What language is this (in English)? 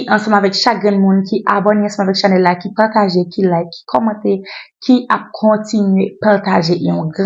Haitian Creole